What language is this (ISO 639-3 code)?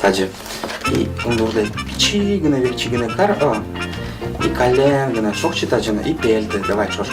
udm